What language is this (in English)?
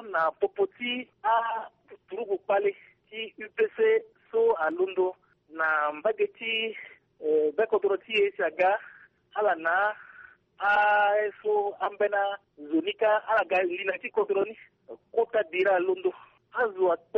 Sango